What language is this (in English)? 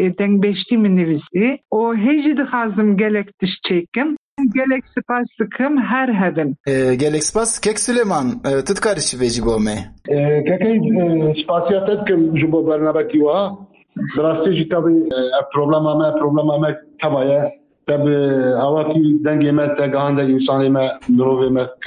Kurdish